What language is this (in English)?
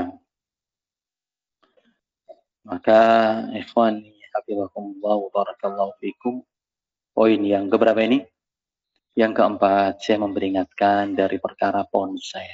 Indonesian